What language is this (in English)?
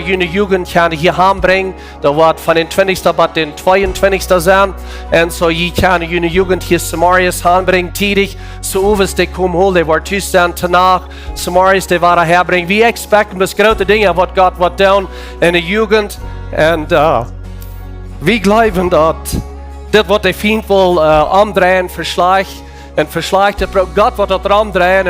Plautdietsch